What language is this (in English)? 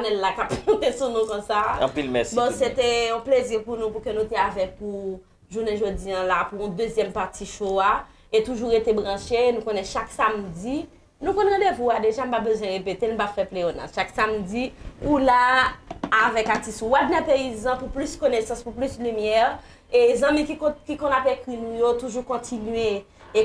Haitian Creole